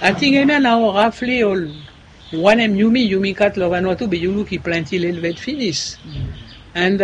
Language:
Bislama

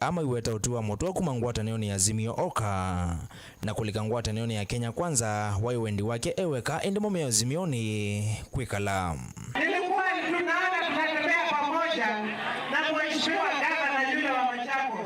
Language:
Kamba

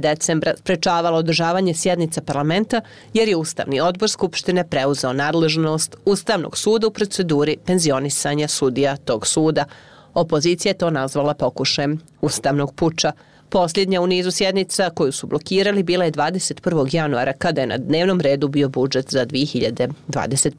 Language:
Croatian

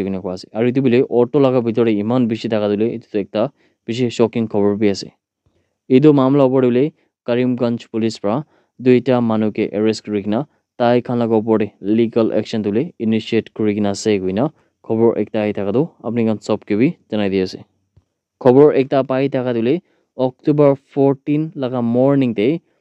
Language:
Naga Pidgin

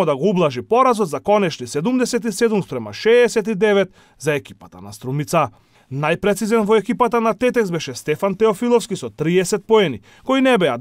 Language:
Macedonian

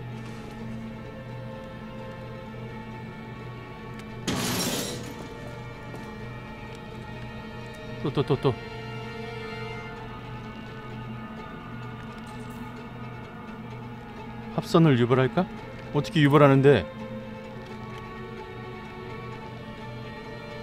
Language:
Korean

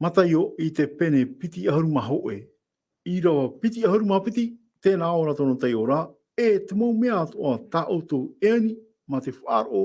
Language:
Tahitian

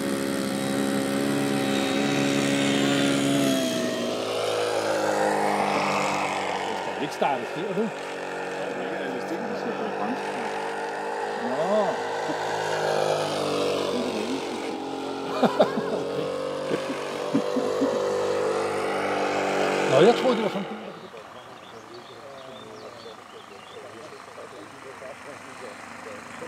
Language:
Danish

